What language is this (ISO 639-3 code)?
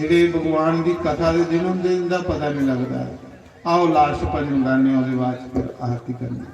doi